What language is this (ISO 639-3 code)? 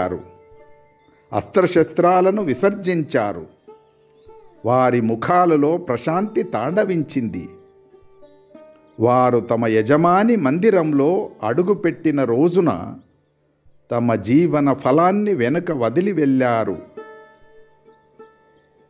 tel